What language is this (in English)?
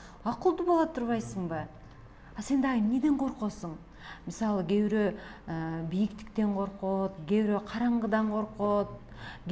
Kyrgyz